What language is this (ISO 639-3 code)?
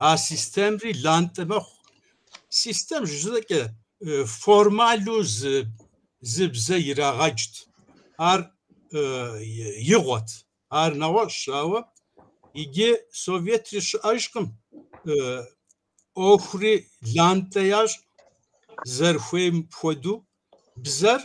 kbd